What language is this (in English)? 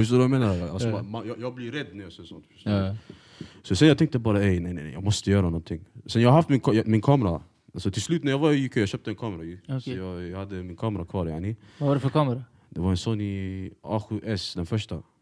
Swedish